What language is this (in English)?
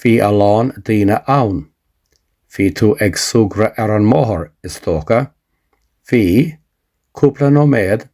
Irish